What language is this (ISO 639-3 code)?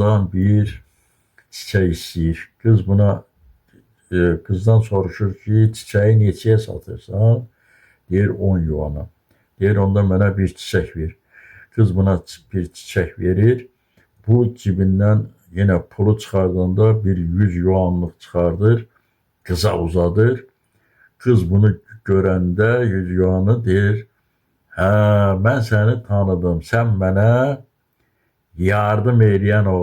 aze